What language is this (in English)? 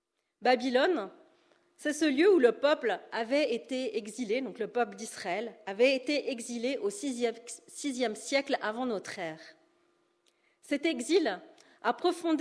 French